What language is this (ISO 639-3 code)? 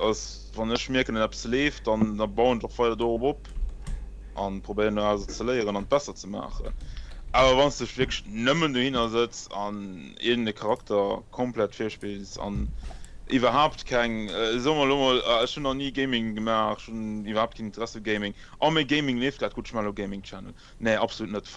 ltz